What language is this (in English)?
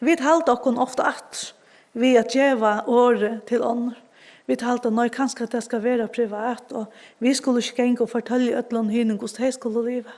Faroese